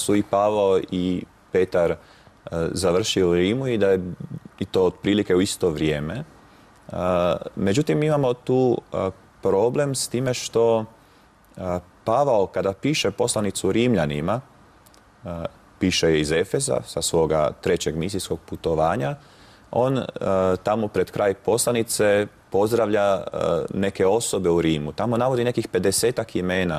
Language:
Croatian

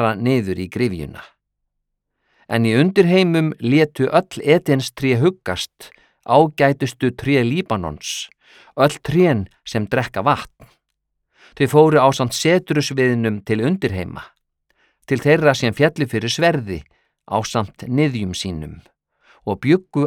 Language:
Icelandic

